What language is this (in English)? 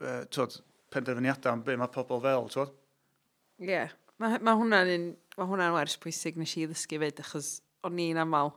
Welsh